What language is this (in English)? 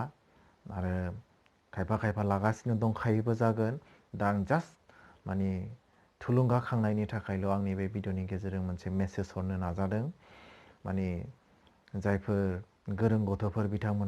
Bodo